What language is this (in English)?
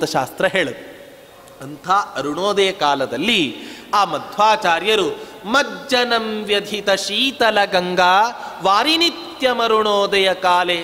Kannada